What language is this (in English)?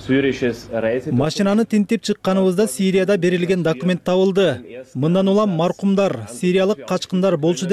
Kyrgyz